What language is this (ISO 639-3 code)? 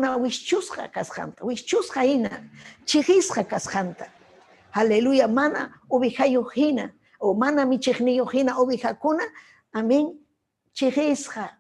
quy